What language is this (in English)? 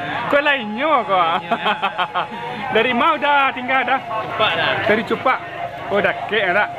Minangkabau